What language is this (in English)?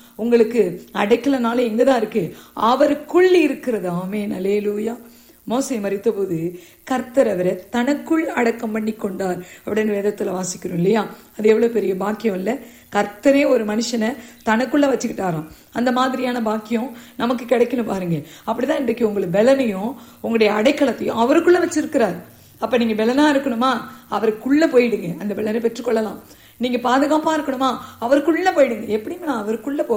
Tamil